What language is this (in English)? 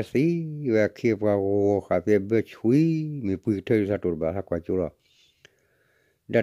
S'gaw Karen